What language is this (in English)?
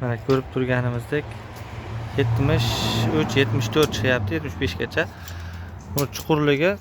Uzbek